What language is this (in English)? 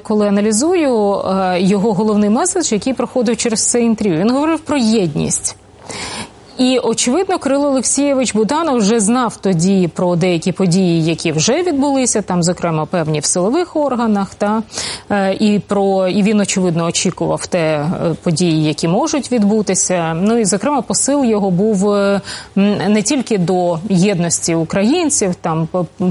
Ukrainian